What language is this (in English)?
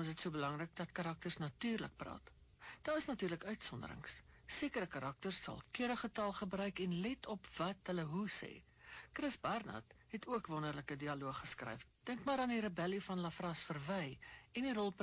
Afrikaans